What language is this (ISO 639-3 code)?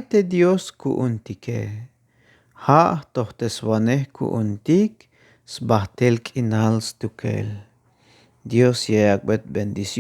tzh